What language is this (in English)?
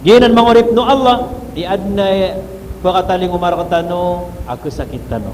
Maranao